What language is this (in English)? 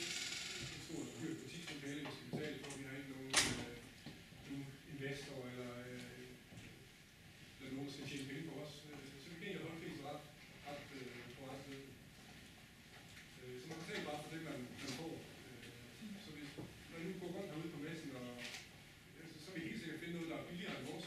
Danish